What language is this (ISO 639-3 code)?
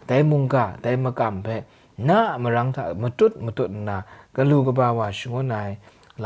kac